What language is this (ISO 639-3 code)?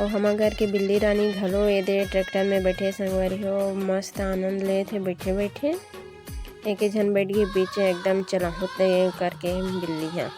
hne